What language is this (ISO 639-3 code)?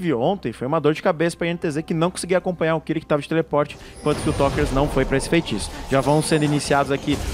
por